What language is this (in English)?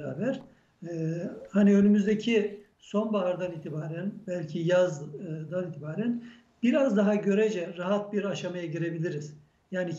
Turkish